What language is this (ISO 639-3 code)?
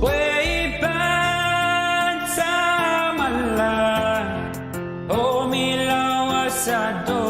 pon